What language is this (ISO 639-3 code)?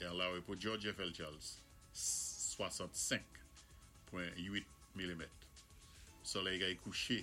acf